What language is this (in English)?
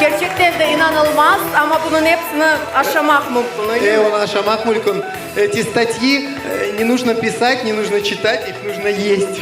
Crimean Tatar